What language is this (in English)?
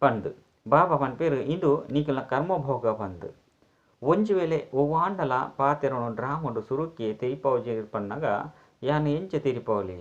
Tulu